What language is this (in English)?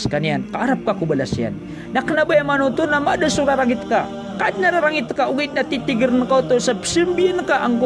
Maranao